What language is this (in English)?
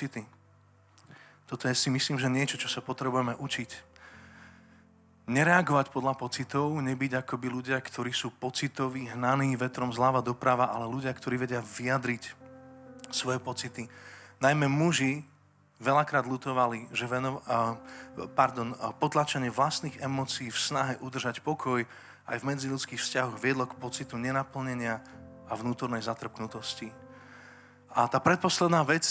Slovak